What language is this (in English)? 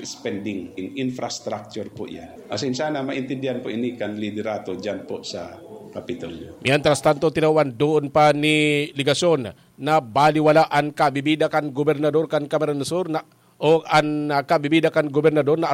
Bikol